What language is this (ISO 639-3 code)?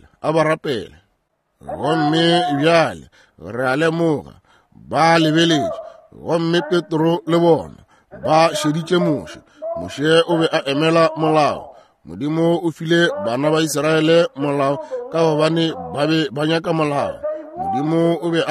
nso